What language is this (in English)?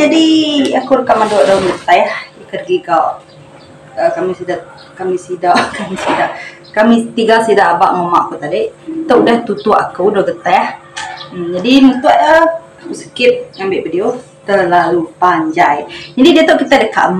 Iban